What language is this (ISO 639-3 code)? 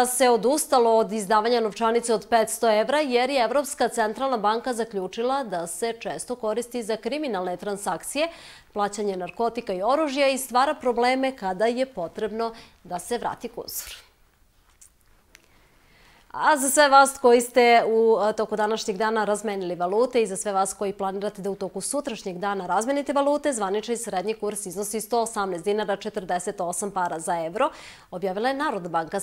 srp